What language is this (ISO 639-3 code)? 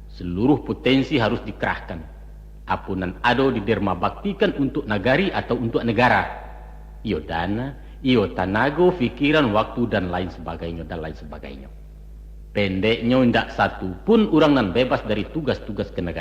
min